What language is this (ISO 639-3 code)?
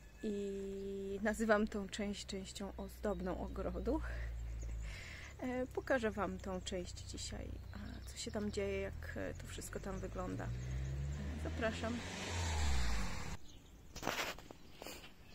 pol